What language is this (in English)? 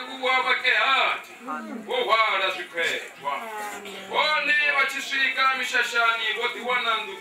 Venda